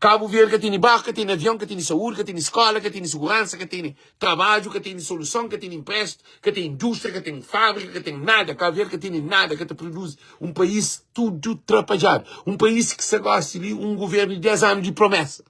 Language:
Kabuverdianu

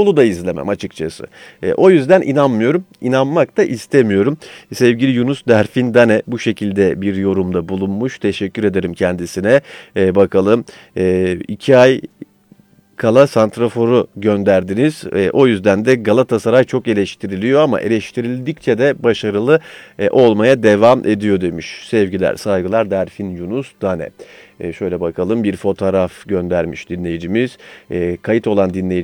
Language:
Turkish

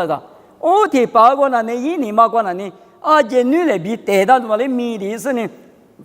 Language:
Lisu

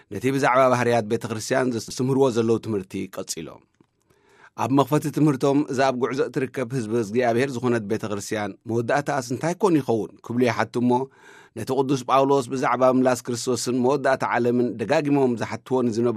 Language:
Tigrinya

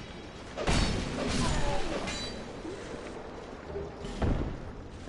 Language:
Finnish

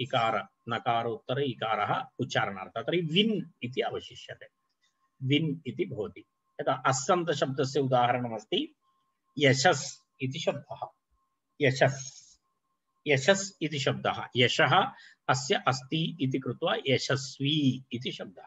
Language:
Sanskrit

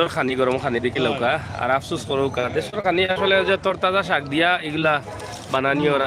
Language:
Sylheti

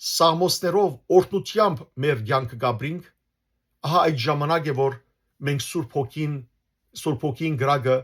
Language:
Western Armenian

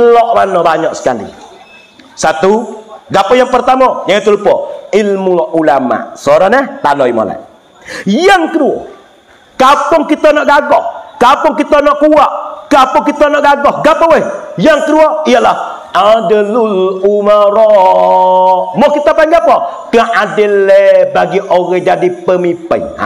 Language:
Malay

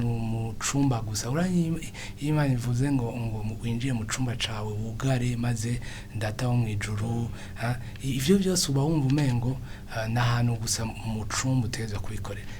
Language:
Rundi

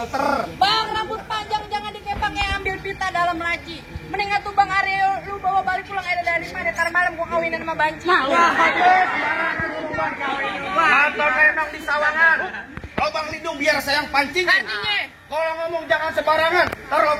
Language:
Betawi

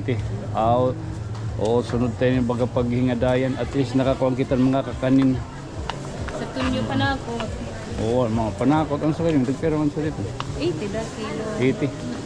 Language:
Waray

